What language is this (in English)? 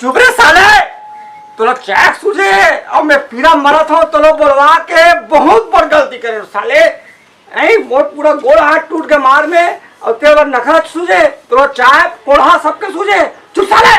Chhattisgarhi